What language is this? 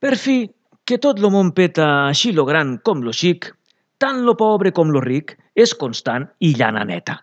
Catalan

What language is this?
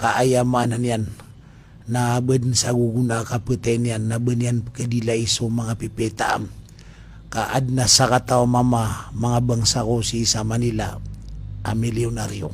Maranao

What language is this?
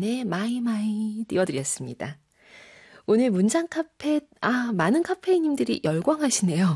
Korean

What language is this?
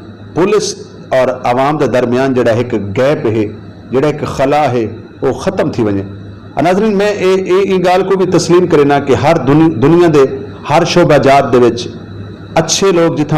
Saraiki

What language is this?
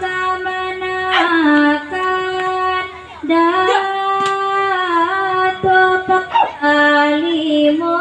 Minangkabau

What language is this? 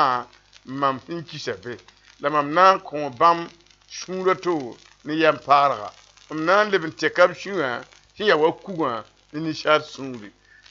Mossi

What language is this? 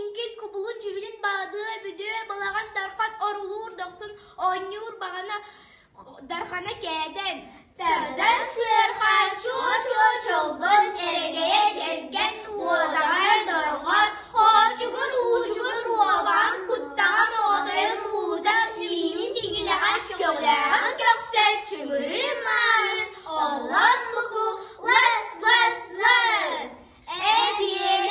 Yakut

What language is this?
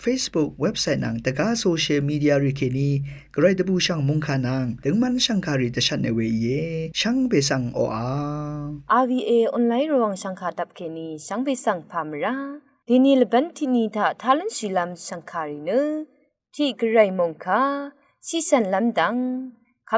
Rawang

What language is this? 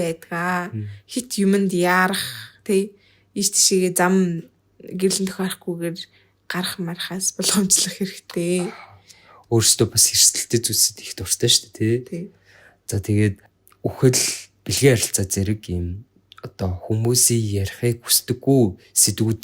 Mongolian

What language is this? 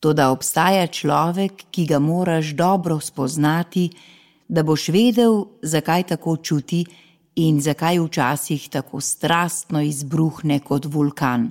Slovenian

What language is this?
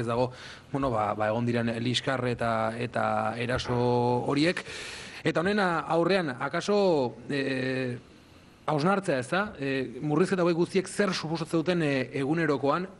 Basque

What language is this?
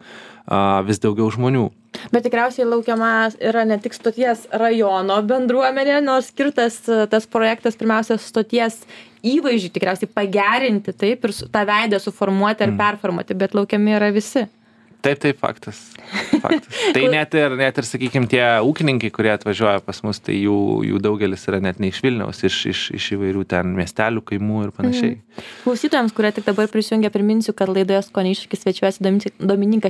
Lithuanian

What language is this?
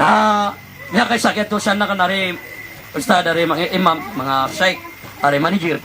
Maranao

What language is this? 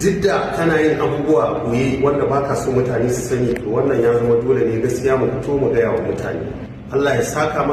Hausa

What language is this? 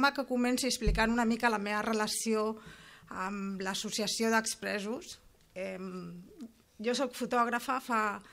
Catalan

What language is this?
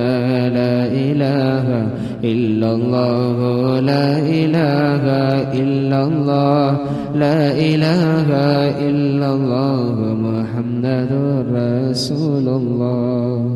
Malayalam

